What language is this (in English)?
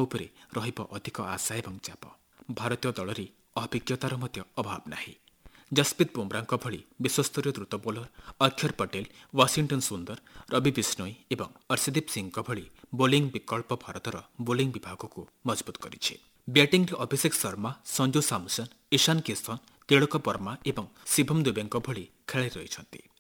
Odia